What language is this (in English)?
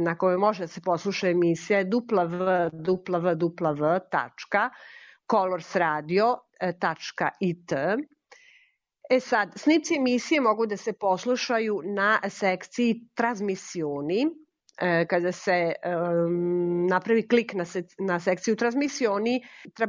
Serbian